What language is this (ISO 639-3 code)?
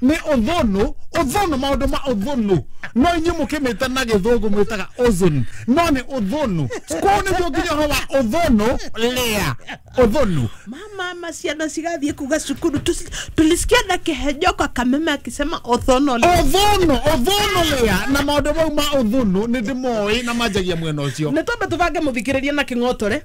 kik